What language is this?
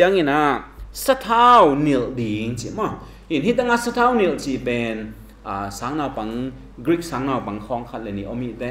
Tedim Chin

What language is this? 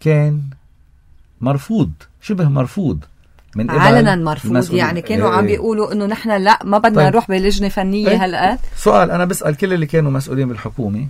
North Levantine Arabic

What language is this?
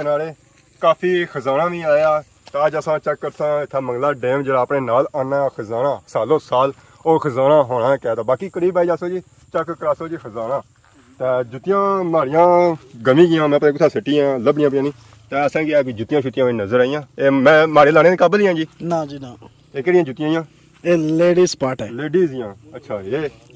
Pahari-Potwari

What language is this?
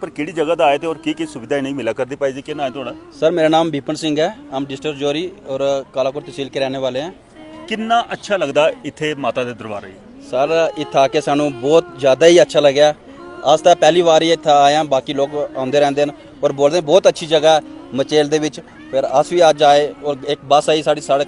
Dogri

